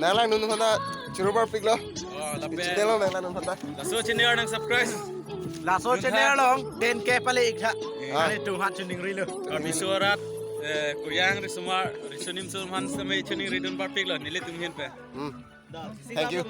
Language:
Karbi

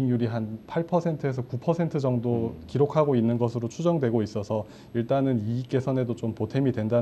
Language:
Korean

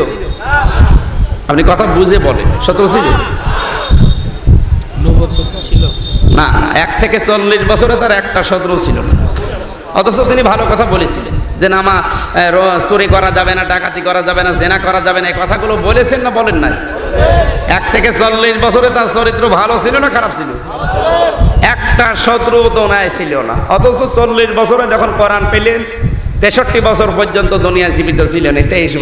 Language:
Bangla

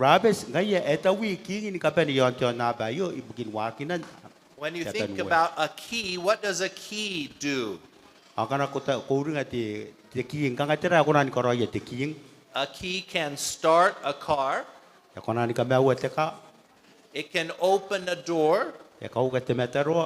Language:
Gilbertese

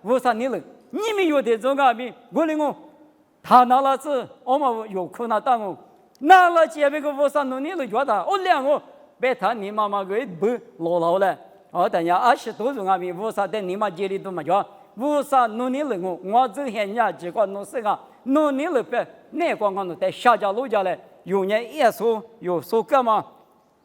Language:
Lisu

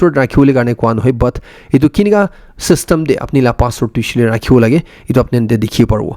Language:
Naga Pidgin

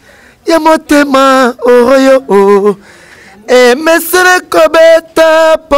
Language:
Lingala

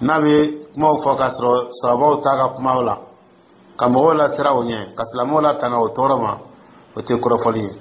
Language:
Dyula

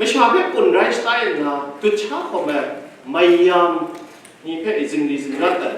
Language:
Kachin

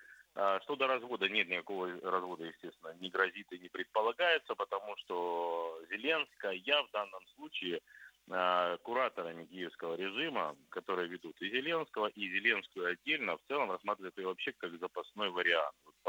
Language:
Russian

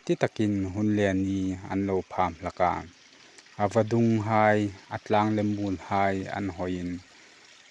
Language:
Hmar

